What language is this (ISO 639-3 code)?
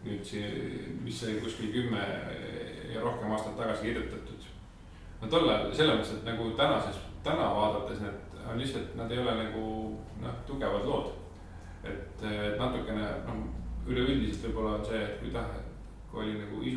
est